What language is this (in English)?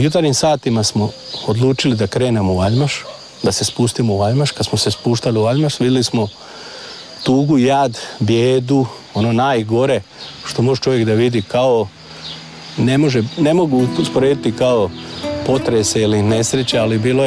Croatian